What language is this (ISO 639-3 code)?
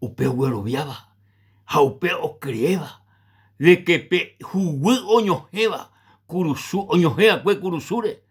grn